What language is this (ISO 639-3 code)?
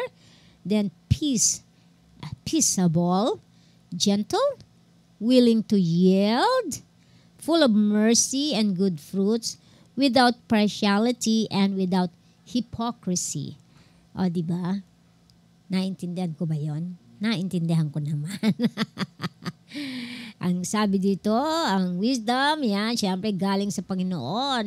fil